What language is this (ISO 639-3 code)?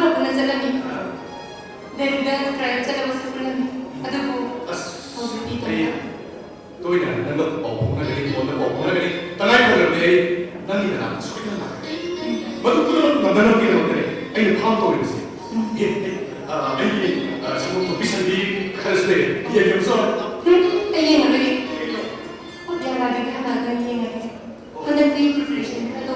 mni